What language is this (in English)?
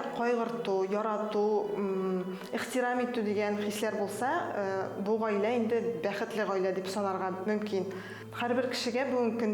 Tatar